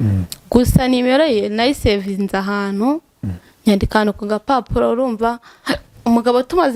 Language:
Kinyarwanda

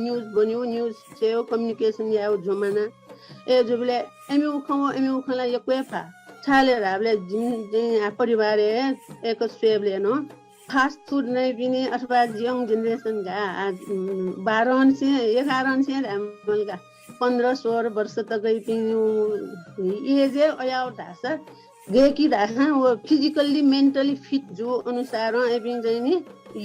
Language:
Newari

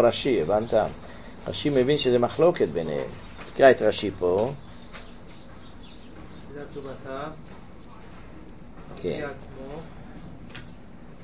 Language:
Hebrew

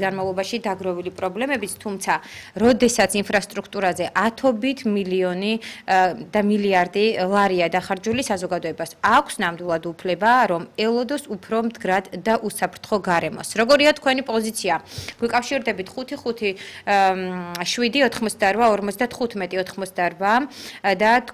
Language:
Georgian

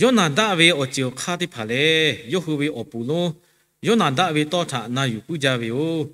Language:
Lahu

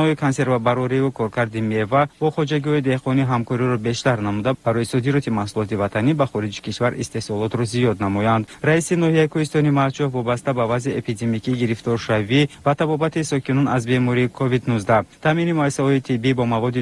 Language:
Tajik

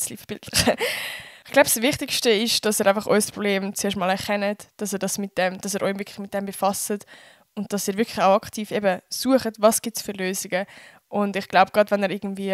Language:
Swiss German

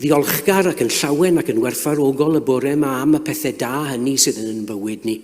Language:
Welsh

